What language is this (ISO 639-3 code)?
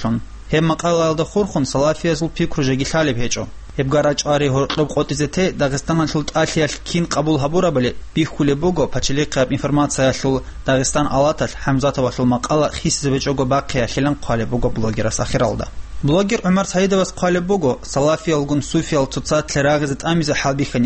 ava